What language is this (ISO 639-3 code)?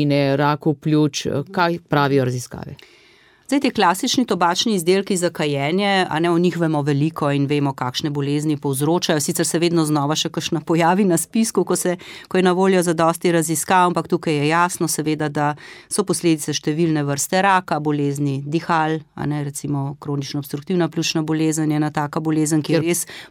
slv